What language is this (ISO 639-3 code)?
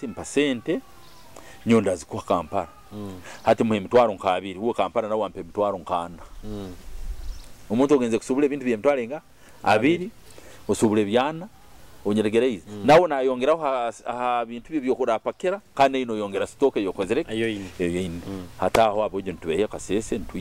nyo